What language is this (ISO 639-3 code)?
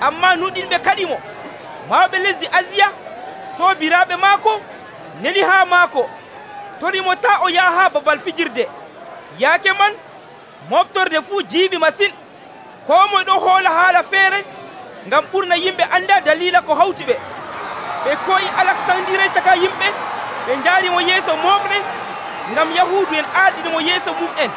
fuv